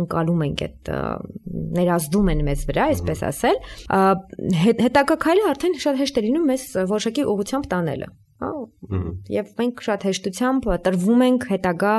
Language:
Armenian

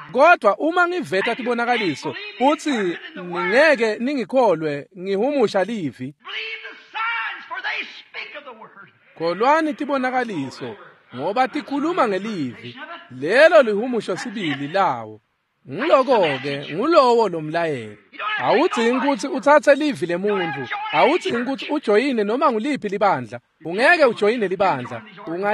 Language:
Swati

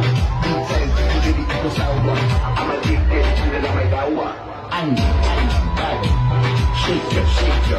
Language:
Swahili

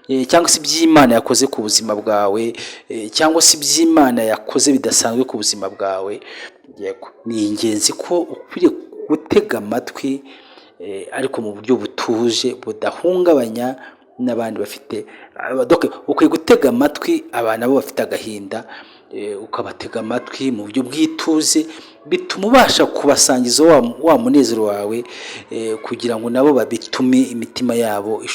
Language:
Kinyarwanda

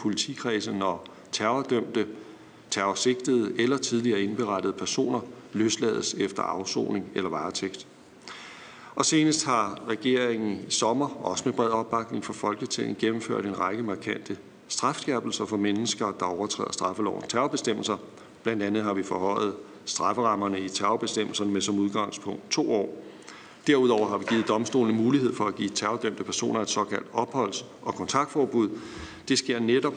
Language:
Danish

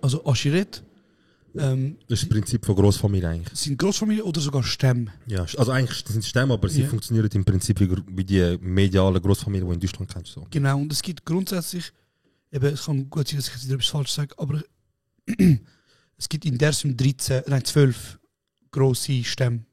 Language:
Swiss German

